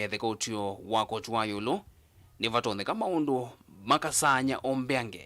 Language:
Kamba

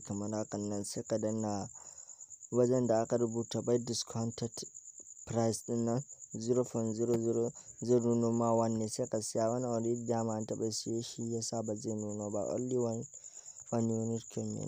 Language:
Hausa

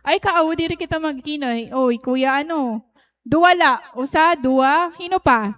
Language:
Waray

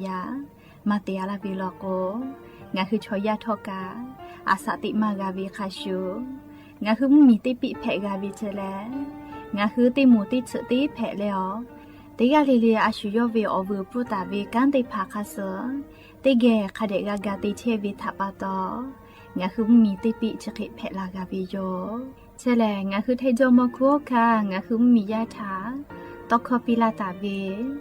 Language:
Lahu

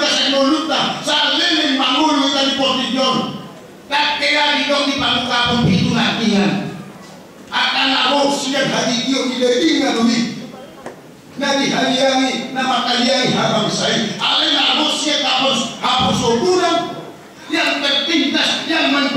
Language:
Batak Toba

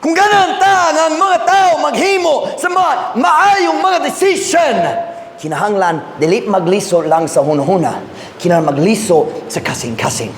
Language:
Cebuano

